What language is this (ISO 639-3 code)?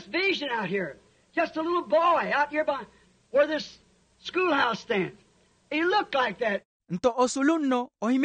vmw